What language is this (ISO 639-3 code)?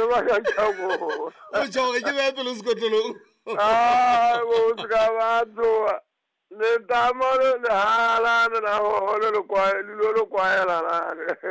sot